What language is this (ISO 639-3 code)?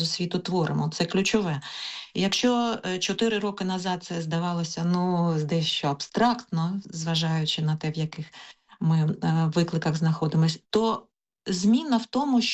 ukr